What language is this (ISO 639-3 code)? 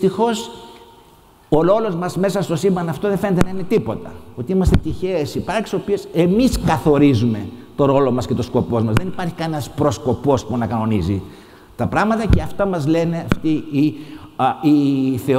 ell